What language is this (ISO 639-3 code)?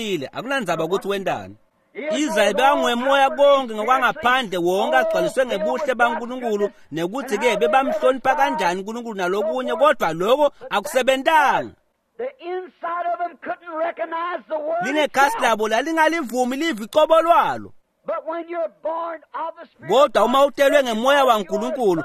ssw